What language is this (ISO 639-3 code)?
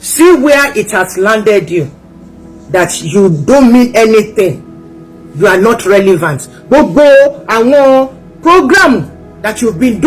yor